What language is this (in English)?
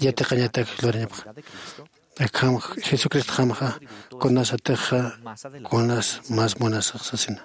Aymara